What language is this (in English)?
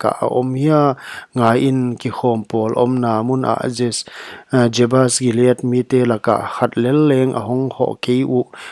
Paite Chin